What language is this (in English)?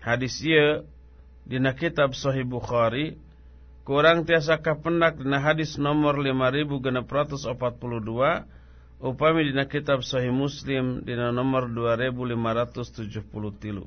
Sundanese